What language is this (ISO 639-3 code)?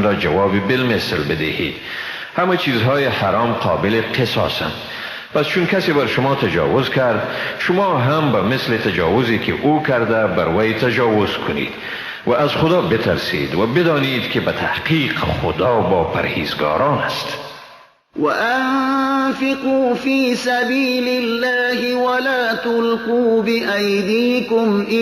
fas